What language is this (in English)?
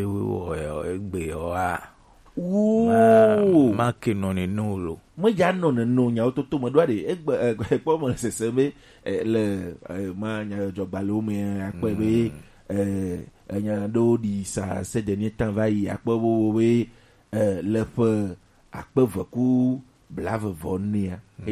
Gen